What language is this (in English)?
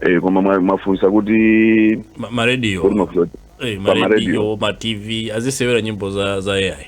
Nyanja